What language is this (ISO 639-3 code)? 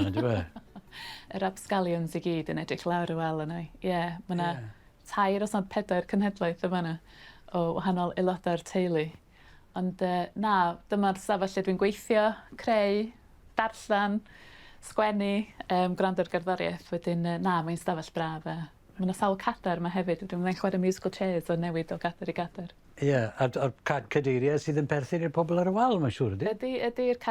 cym